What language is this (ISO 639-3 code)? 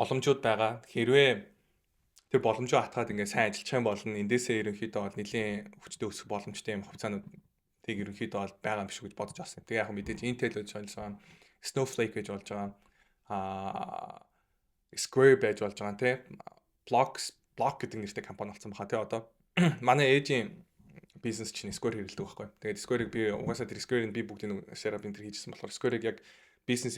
mon